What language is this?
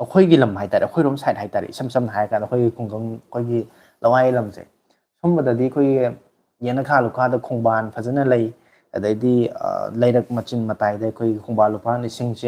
Manipuri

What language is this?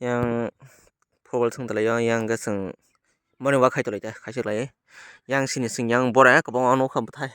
Kok Borok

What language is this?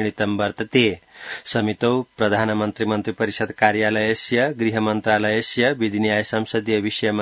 Sanskrit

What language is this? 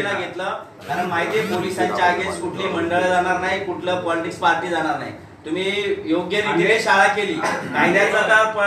Marathi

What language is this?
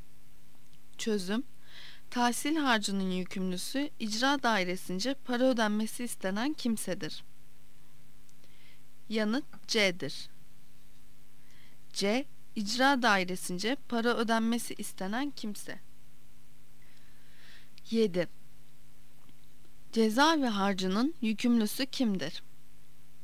Turkish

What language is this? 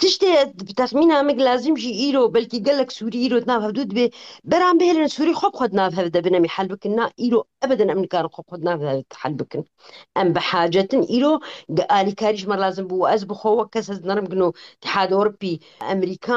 Kurdish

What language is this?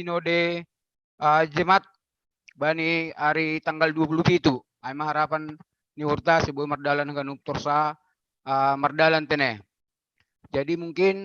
Batak Simalungun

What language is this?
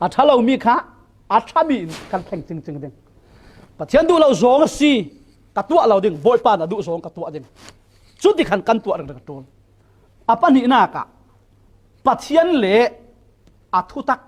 Falam Chin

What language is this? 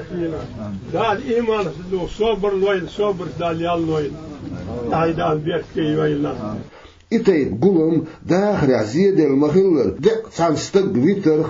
Chechen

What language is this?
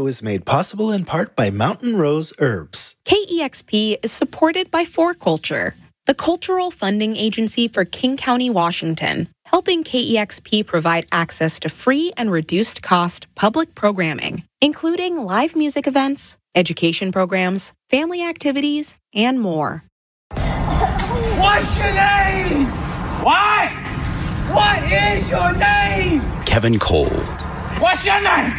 English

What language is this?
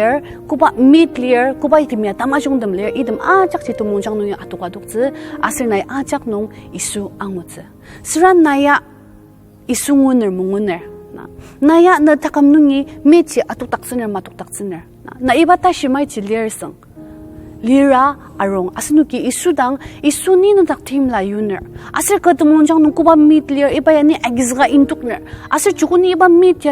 Ao Naga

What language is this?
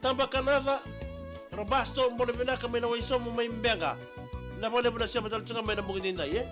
Fijian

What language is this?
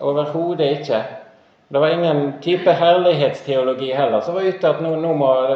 Norwegian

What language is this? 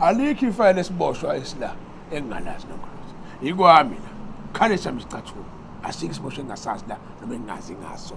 Zulu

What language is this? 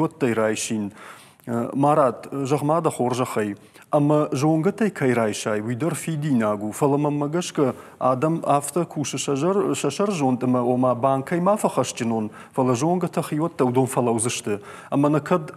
Ossetic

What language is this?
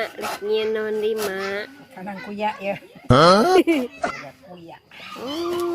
Sundanese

